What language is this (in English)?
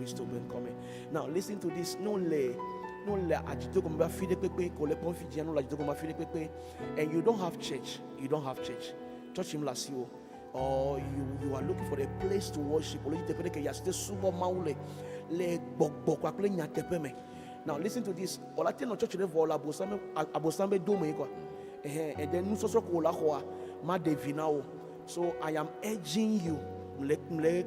Ewe